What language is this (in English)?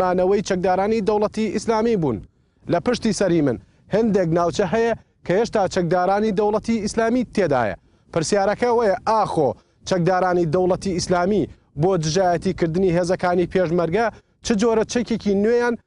Central Kurdish